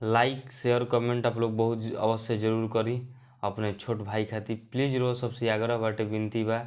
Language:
Bhojpuri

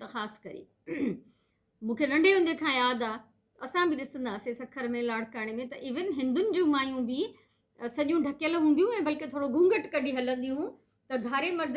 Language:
Sindhi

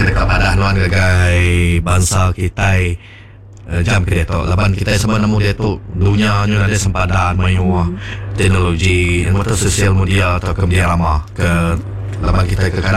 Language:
Iban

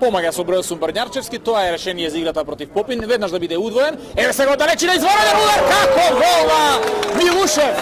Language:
Macedonian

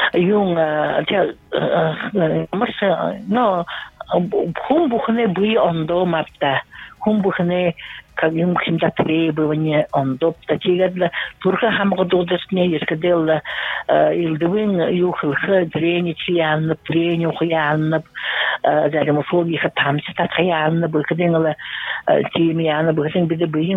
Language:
Buriat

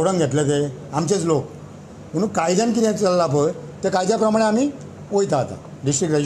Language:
Konkani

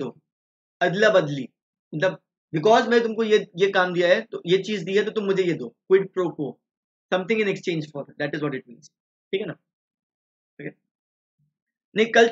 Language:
Hindi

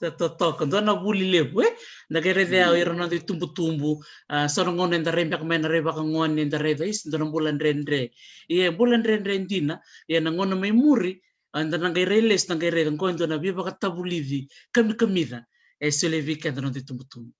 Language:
Fijian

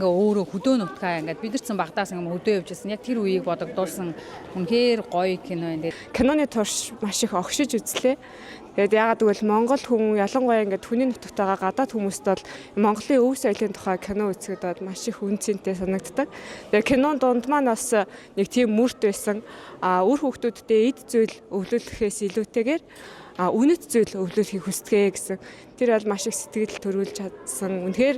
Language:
Mongolian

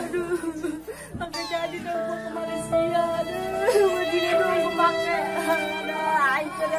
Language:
Betawi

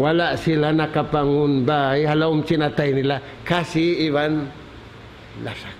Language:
Tausug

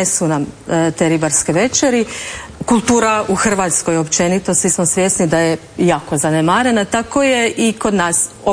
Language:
Croatian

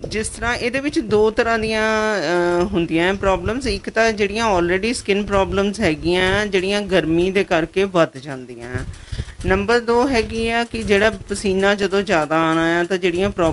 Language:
Punjabi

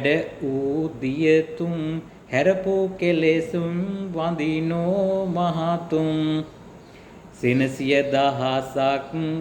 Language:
Sinhala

